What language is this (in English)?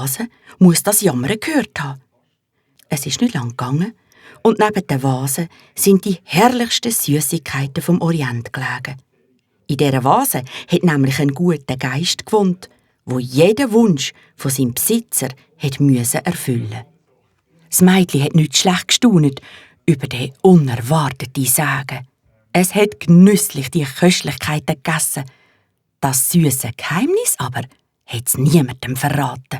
Swiss German